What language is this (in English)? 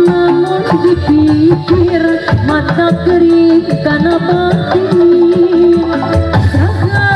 Sundanese